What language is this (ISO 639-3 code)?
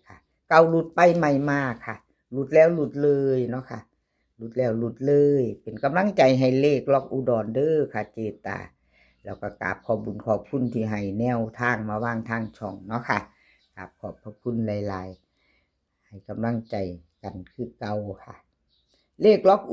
tts